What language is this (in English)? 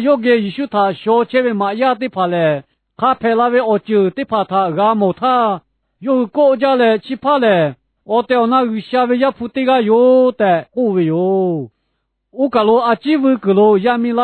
Lahu